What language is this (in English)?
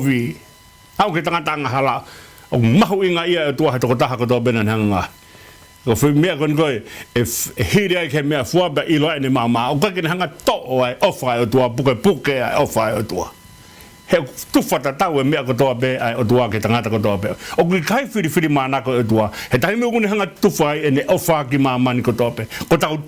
Tongan